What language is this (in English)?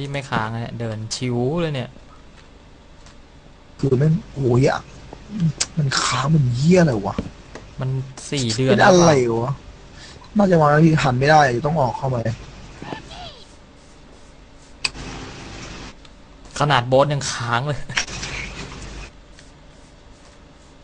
Thai